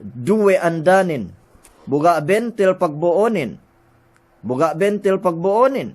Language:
Yakan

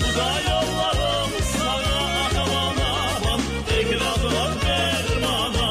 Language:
Crimean Tatar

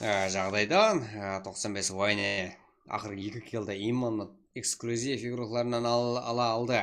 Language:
Kara-Kalpak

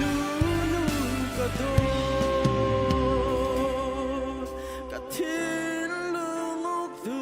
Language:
Hakha Chin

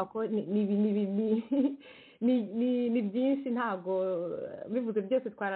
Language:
Kinyarwanda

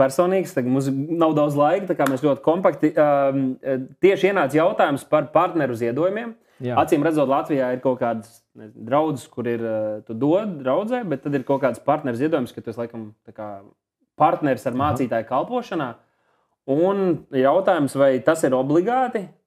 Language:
Latvian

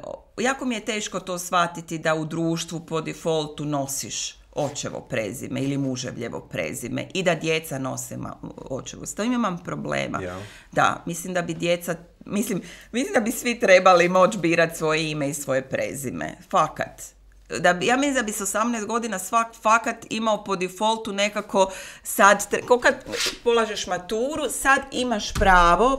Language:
Croatian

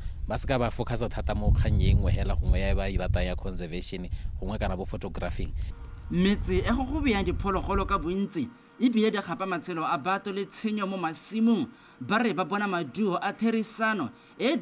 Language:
Tswana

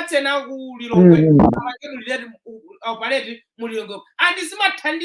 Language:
Nyanja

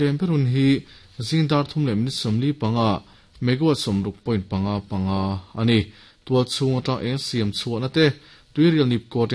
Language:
Mizo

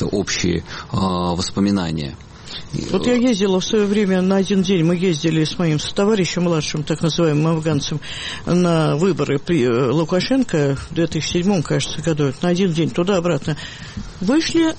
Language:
Russian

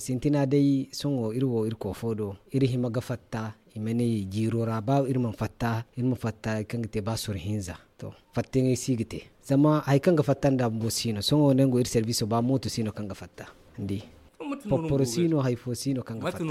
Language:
Zarma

